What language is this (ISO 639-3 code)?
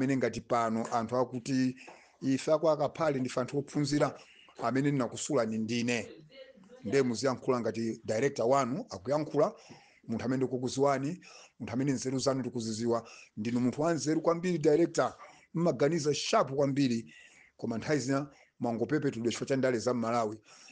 nya